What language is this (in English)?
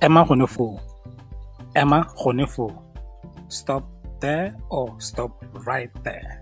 Tswana